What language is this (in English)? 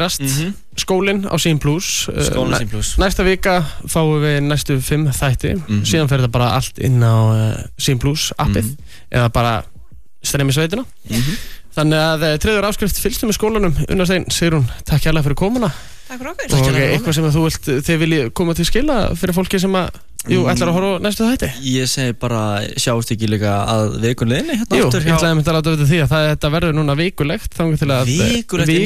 Icelandic